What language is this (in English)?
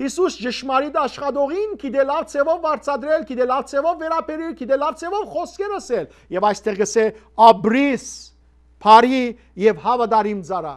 Western Armenian